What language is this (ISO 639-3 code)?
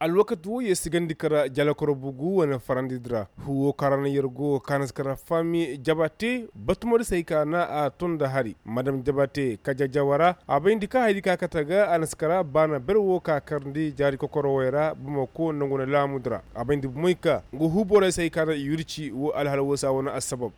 ses